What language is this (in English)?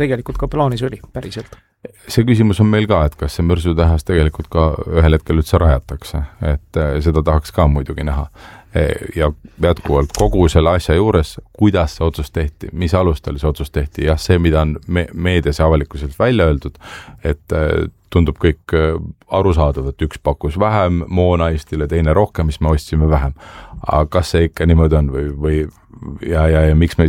Estonian